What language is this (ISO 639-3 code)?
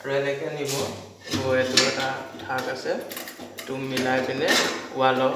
asm